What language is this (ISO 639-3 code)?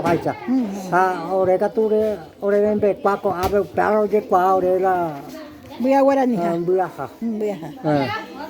grn